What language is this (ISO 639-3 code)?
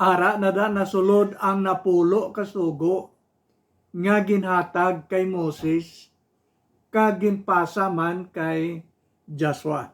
hil